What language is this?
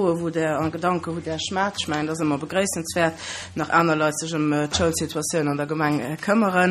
Luxembourgish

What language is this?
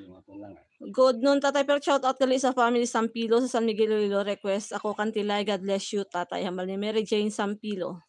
Hiligaynon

